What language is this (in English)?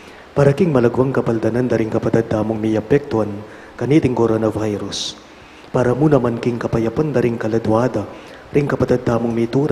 Pampanga